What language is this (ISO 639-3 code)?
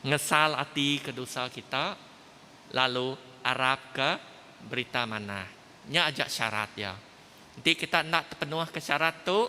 iba